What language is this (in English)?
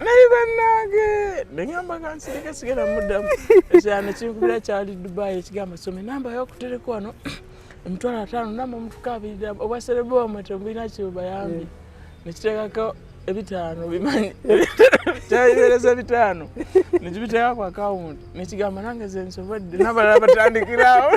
Ganda